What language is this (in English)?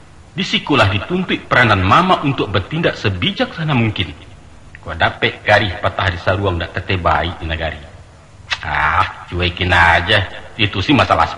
Minangkabau